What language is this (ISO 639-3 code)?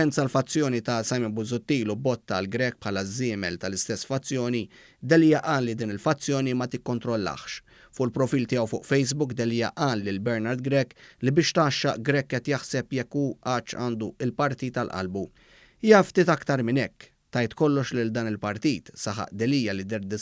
mlt